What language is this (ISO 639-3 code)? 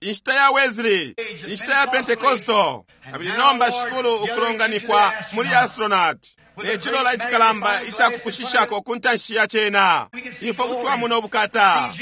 bem